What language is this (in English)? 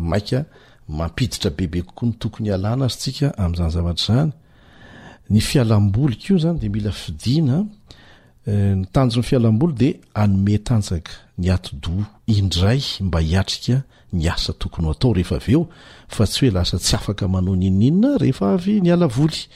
Malagasy